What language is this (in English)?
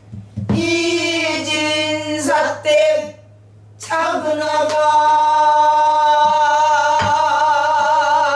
Korean